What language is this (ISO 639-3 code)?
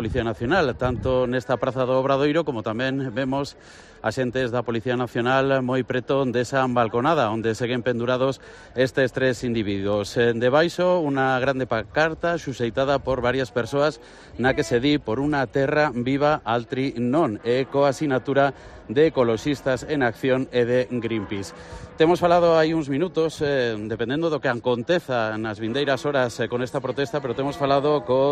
glg